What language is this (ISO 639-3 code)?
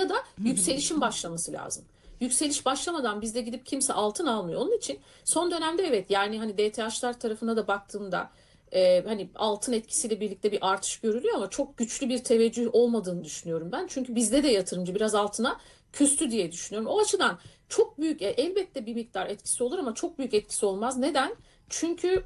tur